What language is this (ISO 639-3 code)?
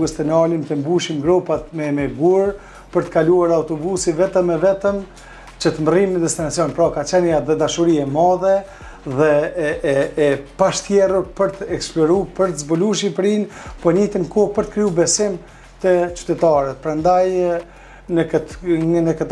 sqi